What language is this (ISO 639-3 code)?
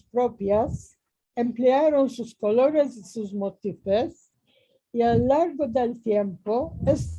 lad